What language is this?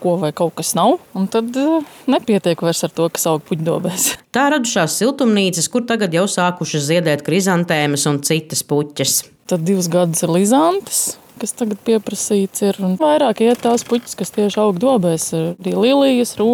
Latvian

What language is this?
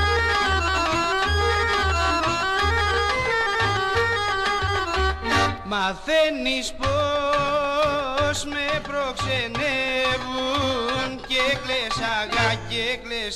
Greek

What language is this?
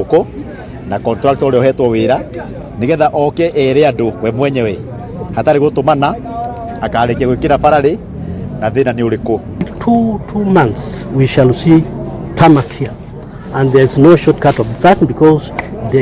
Kikuyu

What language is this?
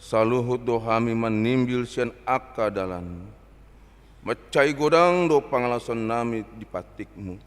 Batak Toba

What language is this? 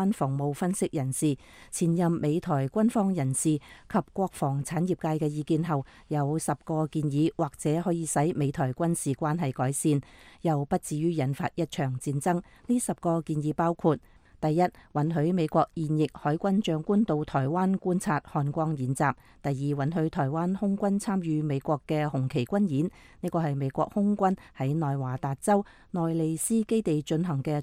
Cantonese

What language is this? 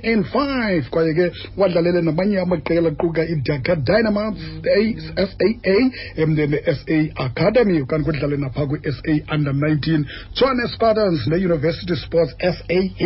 Xhosa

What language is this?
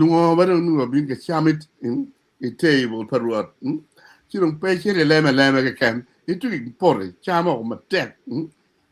Acoli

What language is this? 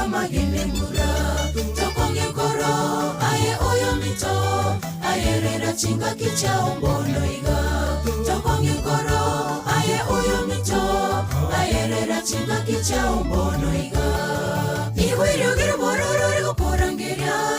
Gusii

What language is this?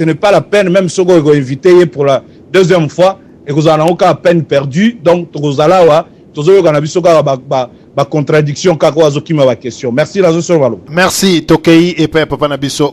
Lingala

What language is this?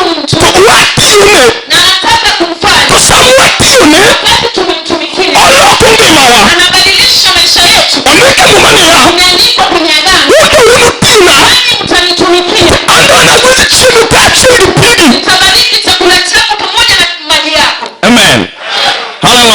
Luo (Kenya and Tanzania)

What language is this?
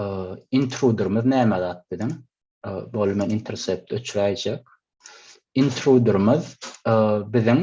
Turkmen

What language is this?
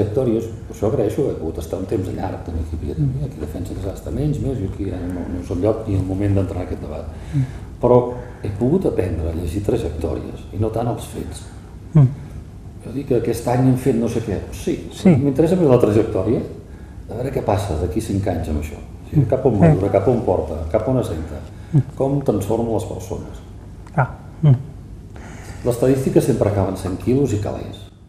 Catalan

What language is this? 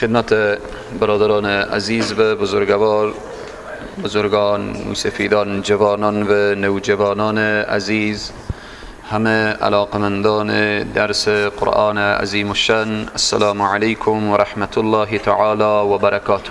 Persian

